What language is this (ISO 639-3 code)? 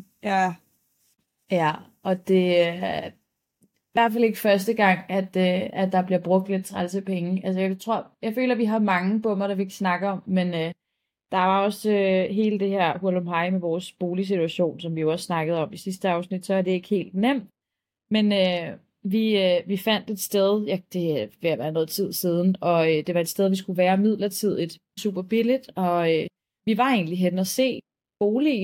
dan